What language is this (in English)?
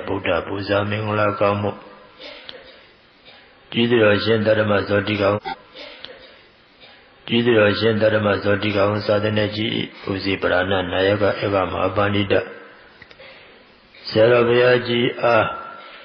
Burmese